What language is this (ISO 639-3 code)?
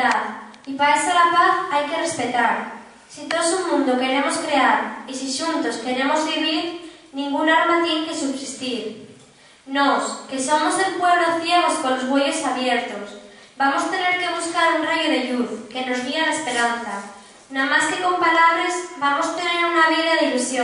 ast